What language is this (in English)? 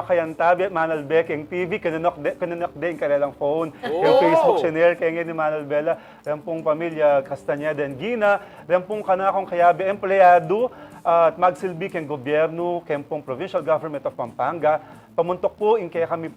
Pampanga